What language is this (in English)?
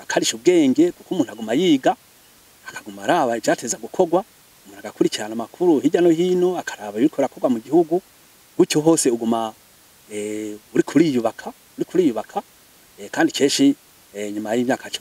Rundi